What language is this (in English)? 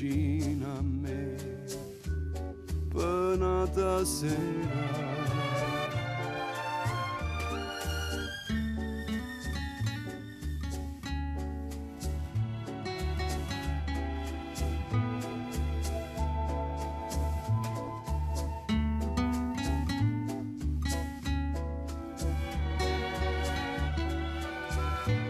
Italian